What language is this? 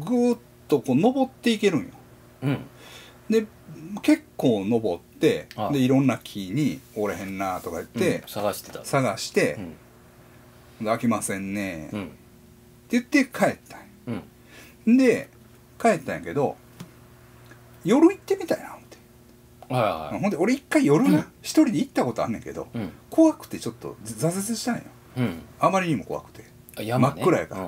Japanese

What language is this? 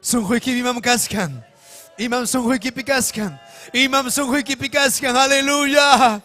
Ayacucho Quechua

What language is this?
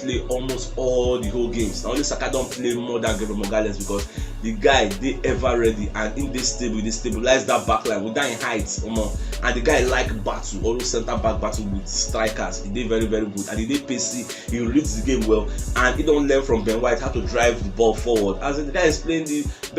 Nigerian Pidgin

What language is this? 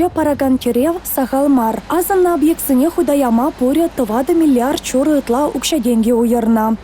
Chuvash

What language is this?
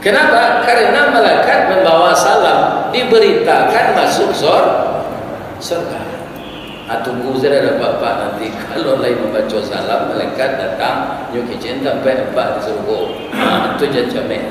Minangkabau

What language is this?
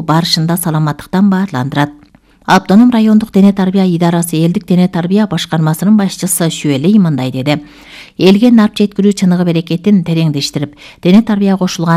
Kyrgyz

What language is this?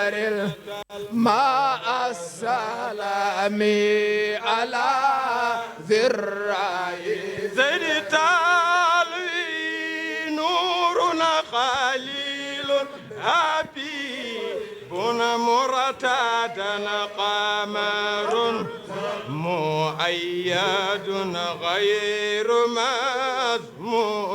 Fula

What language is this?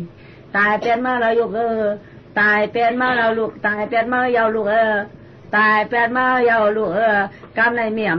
Shan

